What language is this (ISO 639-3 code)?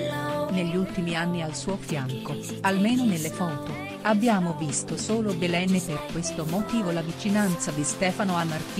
ita